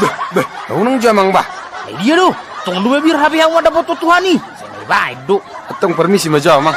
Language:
Batak Toba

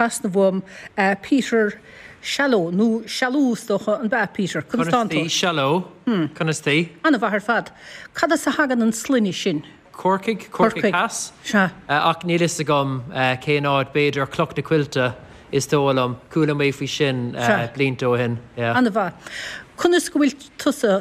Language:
Irish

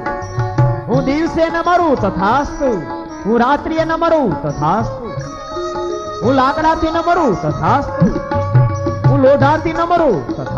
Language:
Gujarati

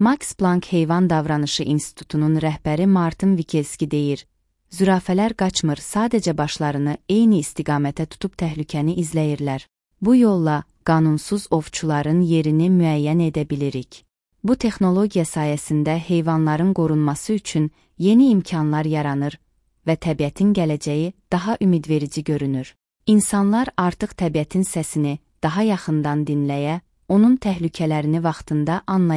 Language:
Azerbaijani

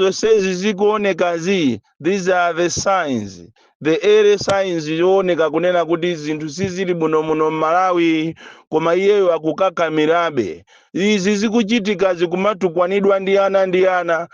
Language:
Nyanja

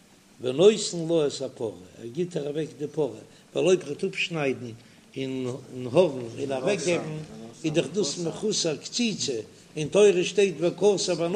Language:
Yiddish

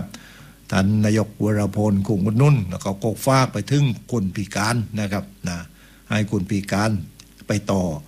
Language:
Thai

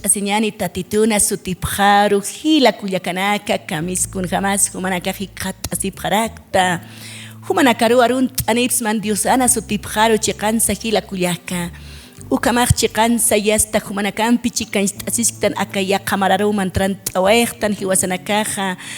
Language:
Aymara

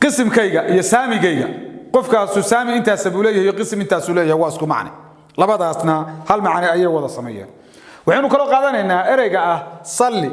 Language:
Somali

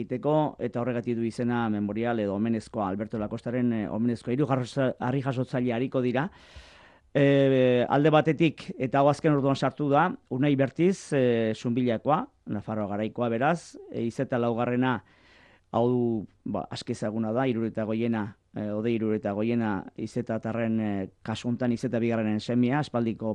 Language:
Basque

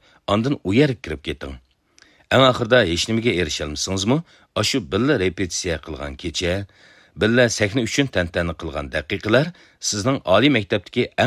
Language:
Uyghur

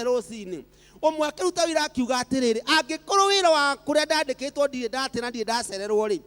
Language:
Kikuyu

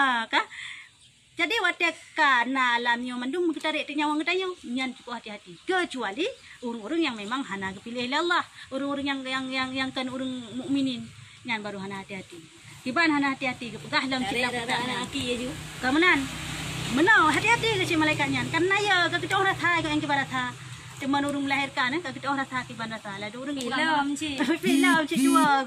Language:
Achinese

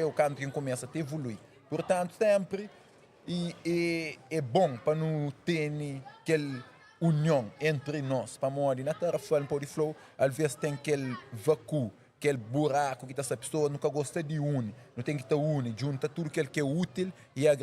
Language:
Kabuverdianu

